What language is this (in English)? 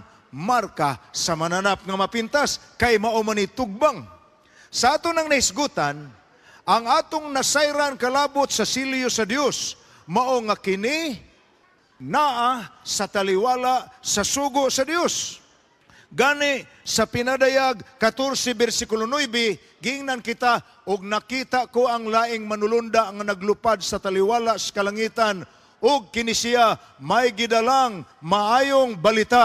Cebuano